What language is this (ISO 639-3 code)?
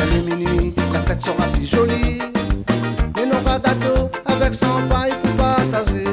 rcf